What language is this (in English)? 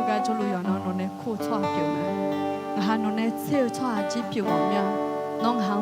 Akha